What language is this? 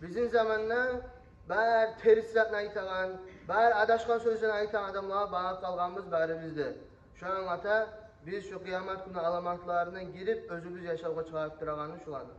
Kumyk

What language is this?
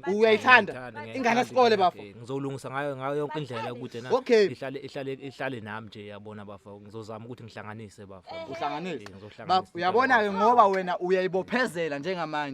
Zulu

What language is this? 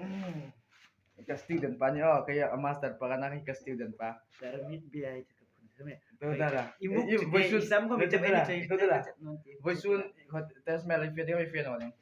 Hmar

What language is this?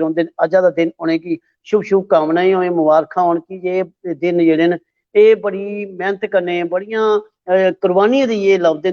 Dogri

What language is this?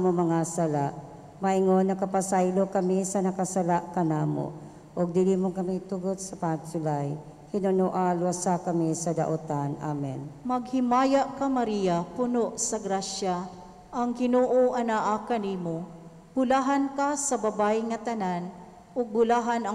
Cebuano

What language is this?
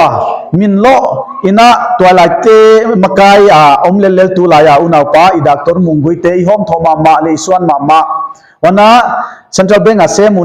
Paite Chin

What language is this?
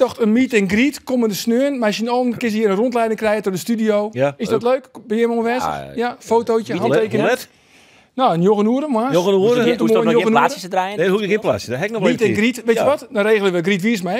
Western Frisian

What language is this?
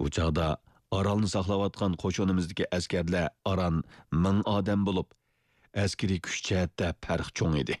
Uyghur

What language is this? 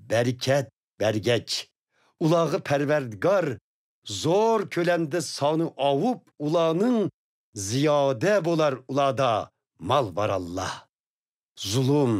Uyghur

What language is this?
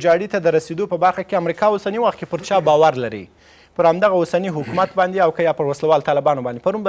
Pashto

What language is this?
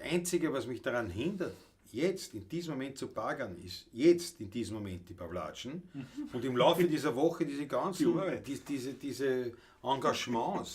Bavarian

